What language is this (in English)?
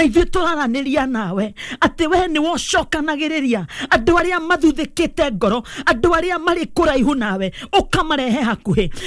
Kikuyu